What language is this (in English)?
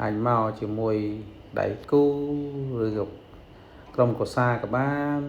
Khmer